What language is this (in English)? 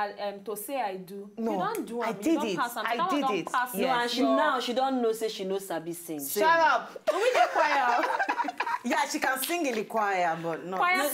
Nigerian Pidgin